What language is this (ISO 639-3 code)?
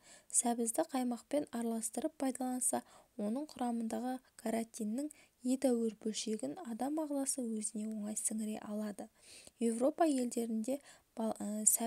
kaz